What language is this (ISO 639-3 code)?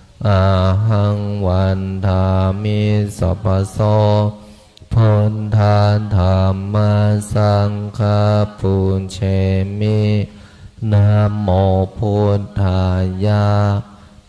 pli